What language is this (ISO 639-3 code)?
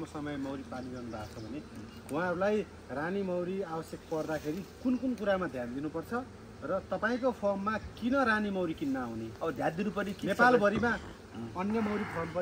nep